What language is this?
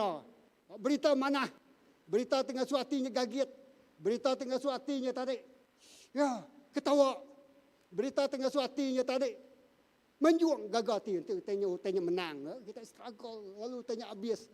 Iban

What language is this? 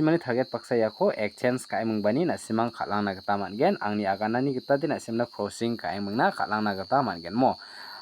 Garo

